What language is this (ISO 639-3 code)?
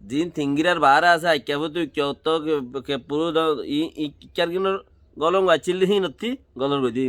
rhg